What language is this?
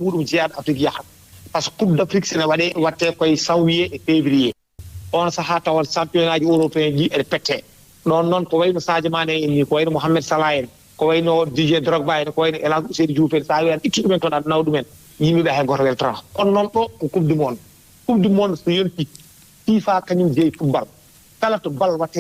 Fula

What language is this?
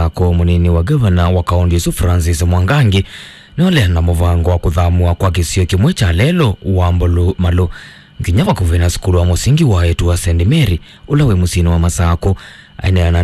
Kamba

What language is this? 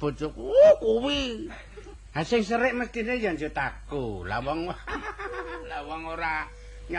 Javanese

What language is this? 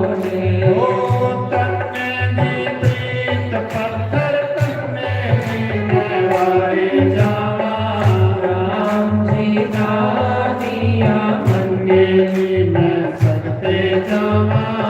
Dogri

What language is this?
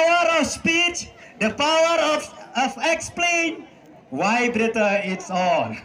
Khasi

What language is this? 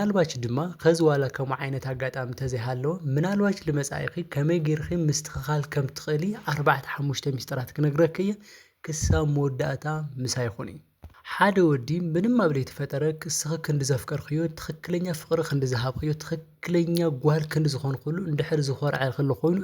Tigrinya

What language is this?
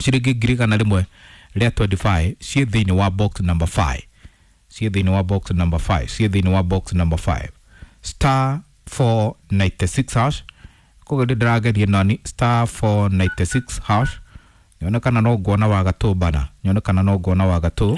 Kikuyu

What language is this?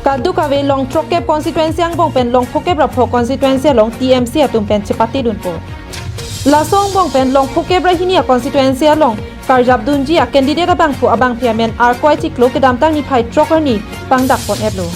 Karbi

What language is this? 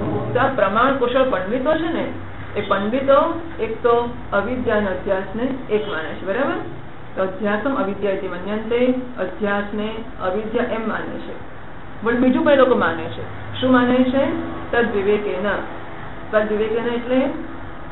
Gujarati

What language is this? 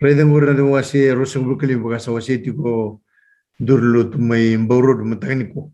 Fijian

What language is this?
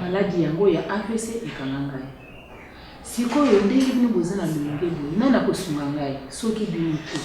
Lingala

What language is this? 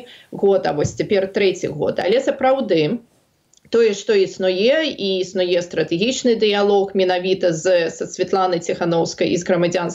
Belarusian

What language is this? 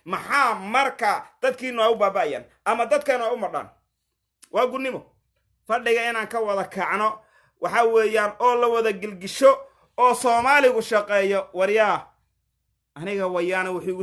Somali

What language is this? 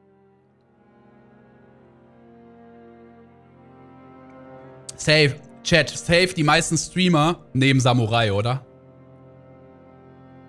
German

